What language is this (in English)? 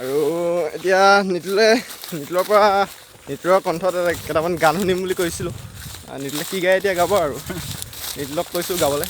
Assamese